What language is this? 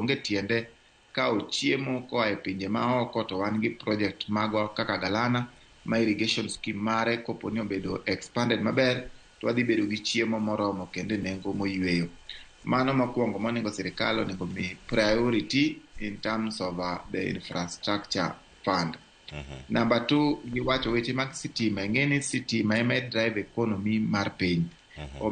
Luo (Kenya and Tanzania)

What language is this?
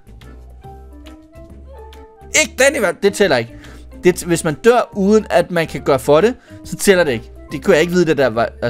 Danish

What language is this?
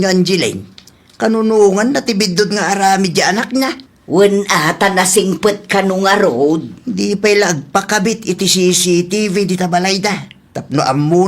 Iloko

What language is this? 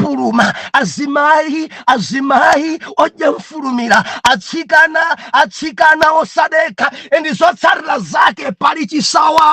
Nyanja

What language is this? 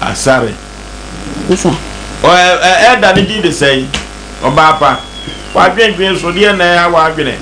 Akan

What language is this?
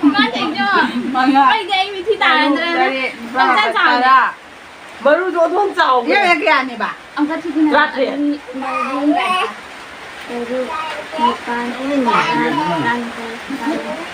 Manipuri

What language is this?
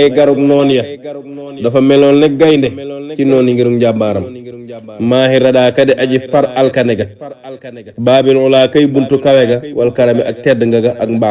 Wolof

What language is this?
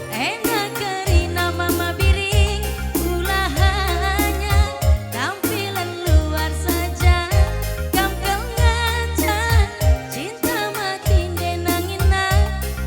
Batak Karo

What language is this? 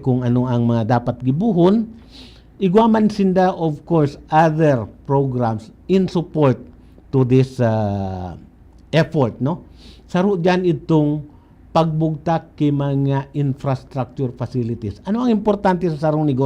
Bikol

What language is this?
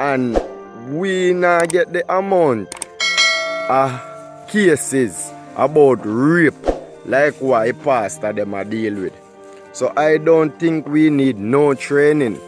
Jamaican Creole English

